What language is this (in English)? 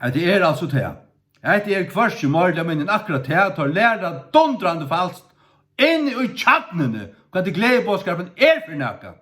Faroese